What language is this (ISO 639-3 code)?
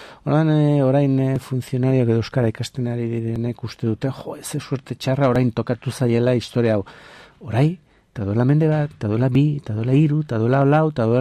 eus